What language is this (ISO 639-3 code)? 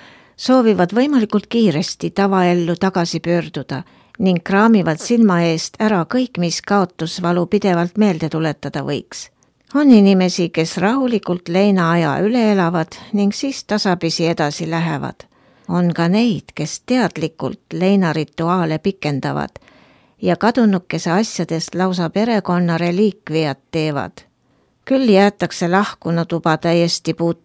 est